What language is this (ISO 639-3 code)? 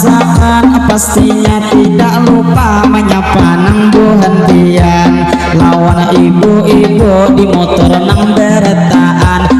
bjn